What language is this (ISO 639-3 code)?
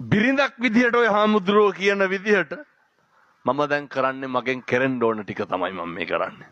sin